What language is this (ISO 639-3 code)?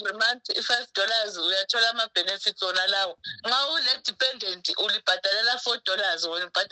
nde